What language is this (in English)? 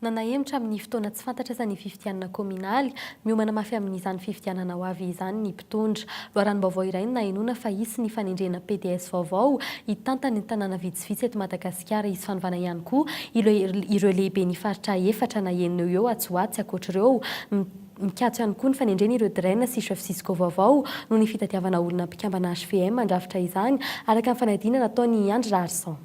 Malagasy